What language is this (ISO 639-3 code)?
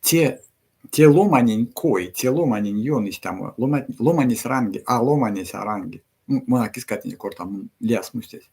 myv